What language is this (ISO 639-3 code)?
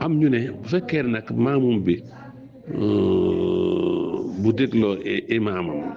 wol